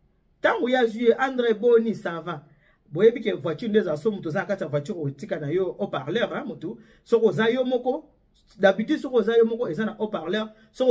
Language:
Lingala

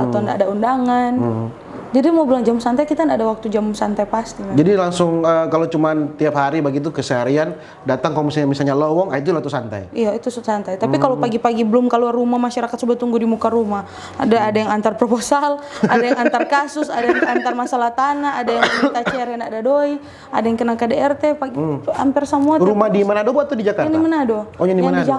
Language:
Manado Malay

